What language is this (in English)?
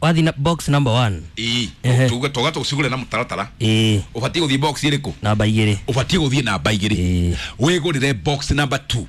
Kikuyu